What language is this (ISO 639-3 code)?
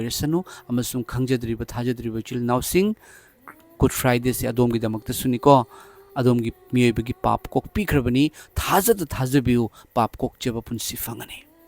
mni